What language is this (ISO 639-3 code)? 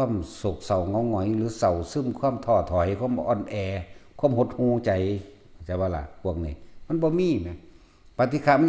tts